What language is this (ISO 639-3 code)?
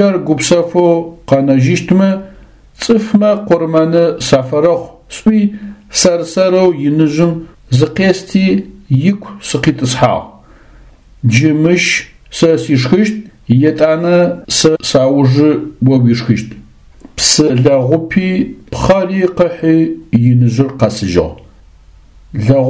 ady